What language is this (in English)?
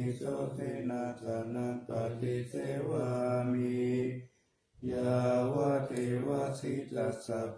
Pali